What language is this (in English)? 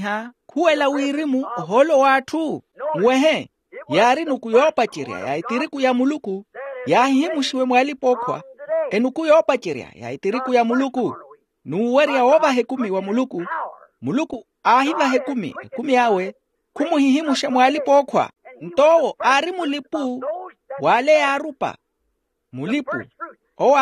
Makhuwa